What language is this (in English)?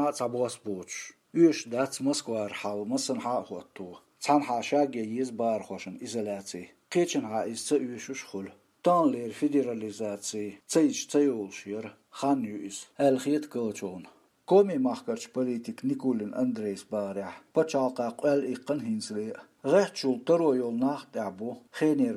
Chechen